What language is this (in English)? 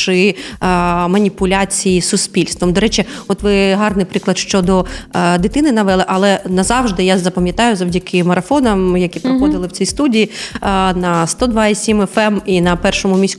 Ukrainian